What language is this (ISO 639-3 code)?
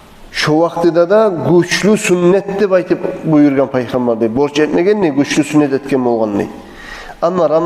kum